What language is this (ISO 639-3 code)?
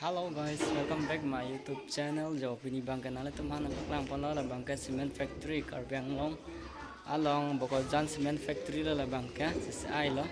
mjw